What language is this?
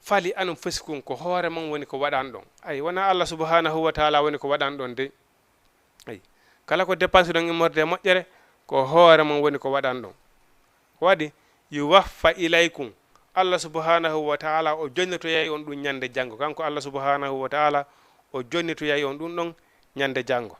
Fula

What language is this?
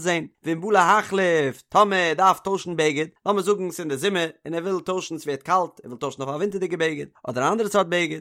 Yiddish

